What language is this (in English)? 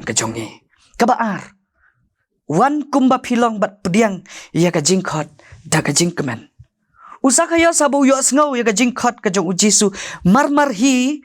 Khasi